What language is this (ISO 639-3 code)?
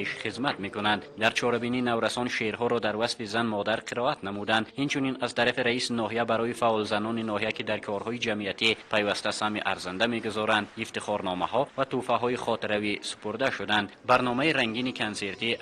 tgk